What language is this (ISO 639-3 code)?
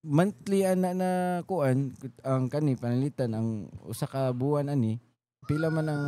ceb